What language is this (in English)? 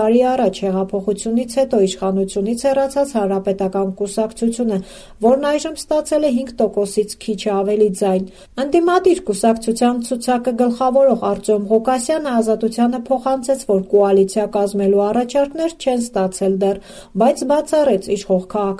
Armenian